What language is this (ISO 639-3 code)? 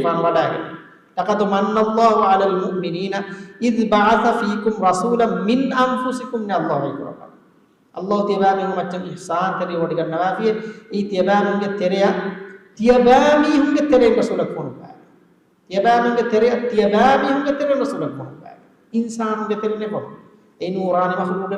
div